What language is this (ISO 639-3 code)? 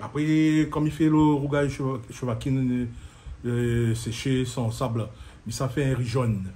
rcf